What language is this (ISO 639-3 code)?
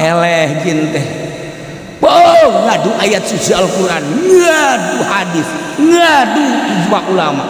sun